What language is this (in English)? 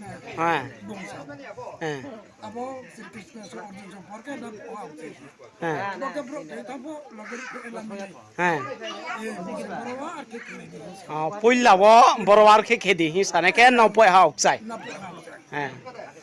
Riang (India)